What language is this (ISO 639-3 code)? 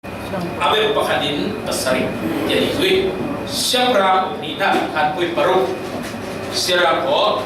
cfm